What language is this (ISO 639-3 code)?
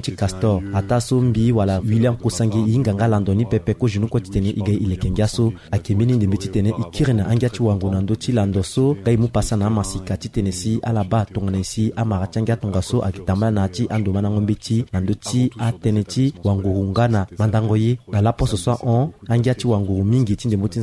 sag